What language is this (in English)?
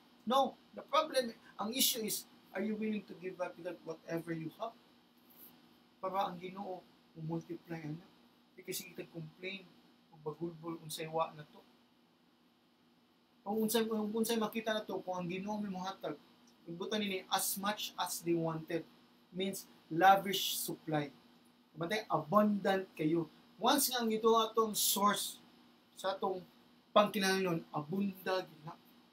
Cebuano